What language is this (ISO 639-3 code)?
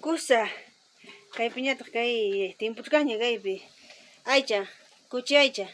quy